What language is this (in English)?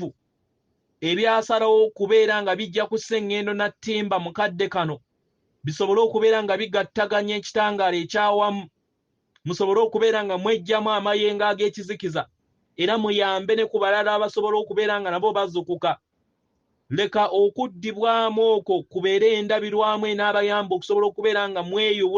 Ganda